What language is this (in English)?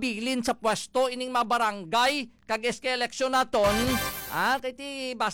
Hiligaynon